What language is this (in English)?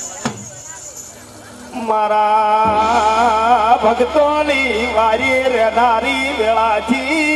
Gujarati